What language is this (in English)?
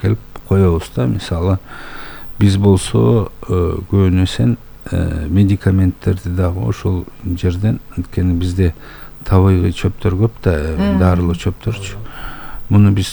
Kyrgyz